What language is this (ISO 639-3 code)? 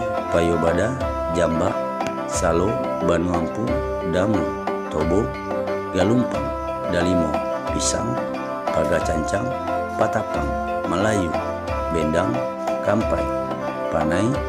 min